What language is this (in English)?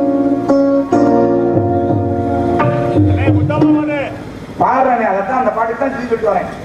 Tamil